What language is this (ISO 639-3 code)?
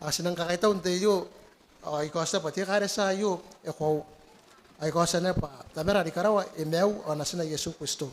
gil